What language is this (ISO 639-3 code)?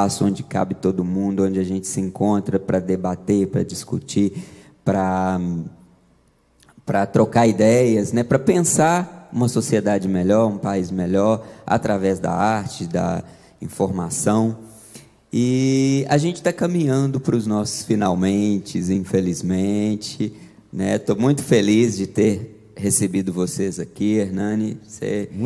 por